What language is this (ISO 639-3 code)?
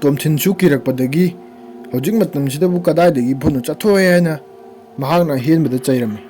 mni